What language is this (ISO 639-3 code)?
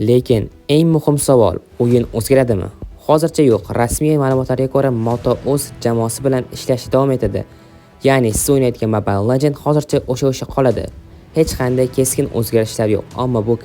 uzb